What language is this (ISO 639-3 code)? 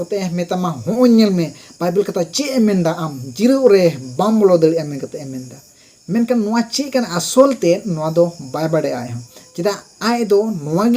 sat